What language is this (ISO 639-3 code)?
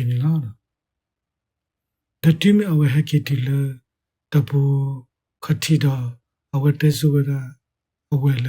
ksw